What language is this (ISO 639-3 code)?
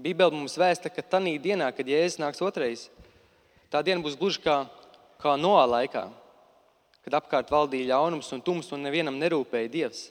lav